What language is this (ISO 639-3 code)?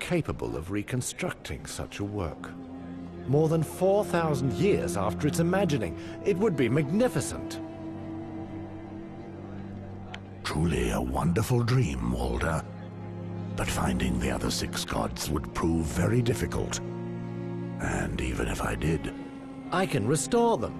eng